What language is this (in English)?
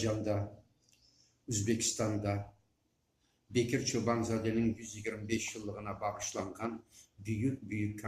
Crimean Tatar